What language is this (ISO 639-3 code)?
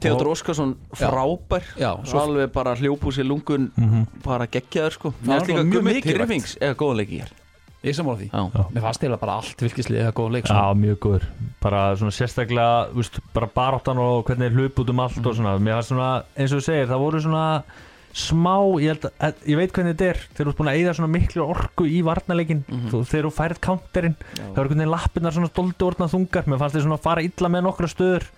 isl